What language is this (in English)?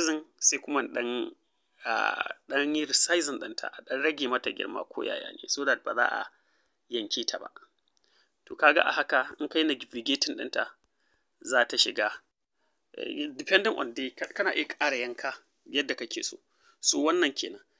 Hausa